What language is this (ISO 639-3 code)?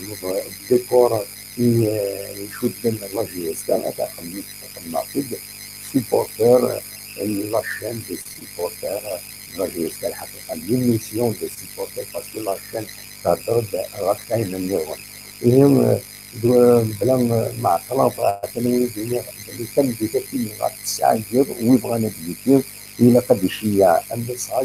kab